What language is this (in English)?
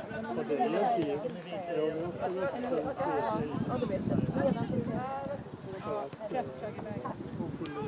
Swedish